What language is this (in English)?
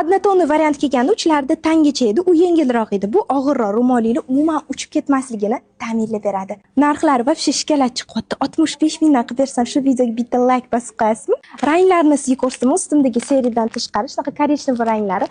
Uzbek